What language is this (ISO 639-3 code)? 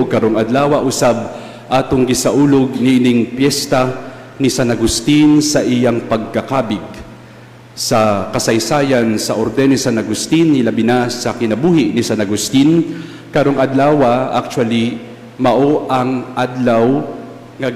ceb